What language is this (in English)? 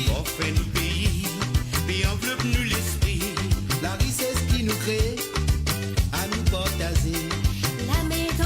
Morisyen